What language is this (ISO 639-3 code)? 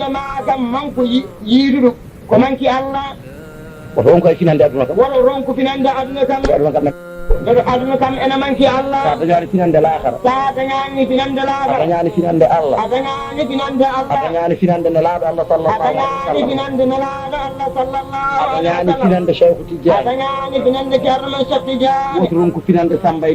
ful